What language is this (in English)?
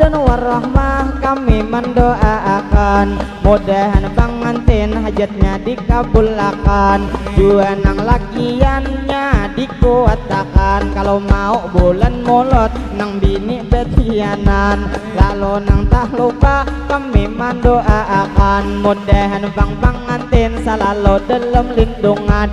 Banjar